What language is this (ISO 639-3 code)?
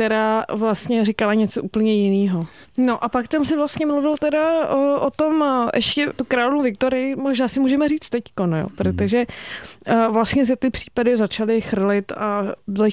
ces